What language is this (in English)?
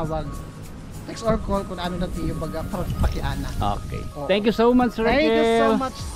Waray